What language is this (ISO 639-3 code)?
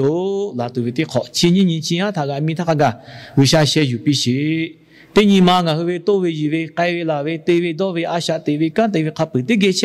lhu